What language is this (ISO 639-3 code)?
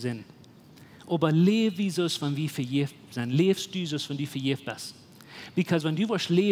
pdt